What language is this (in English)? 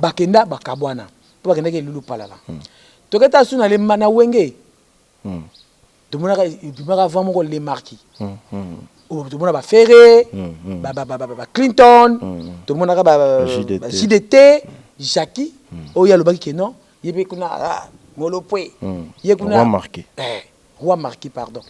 Lingala